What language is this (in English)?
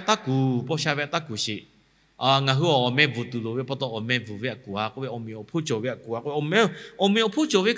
Lahu